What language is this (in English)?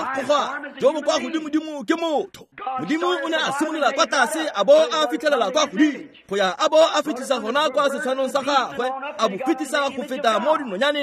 Tswana